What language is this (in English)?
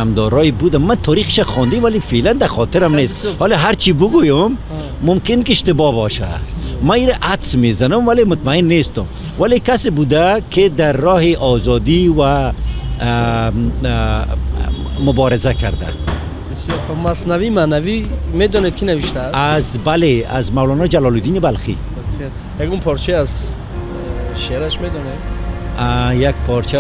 Tajik